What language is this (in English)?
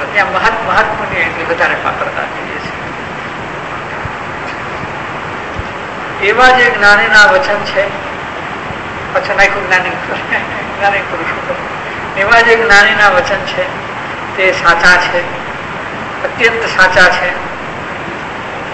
Gujarati